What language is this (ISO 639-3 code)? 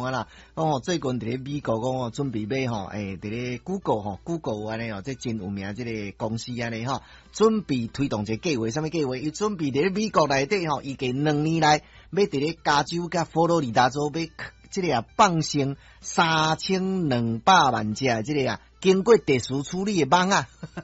nan